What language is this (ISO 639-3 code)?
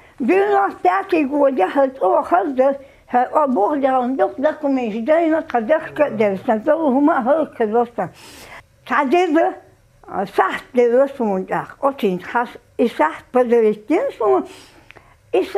che